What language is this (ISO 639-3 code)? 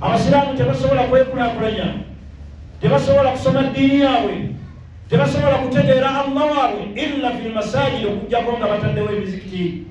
lug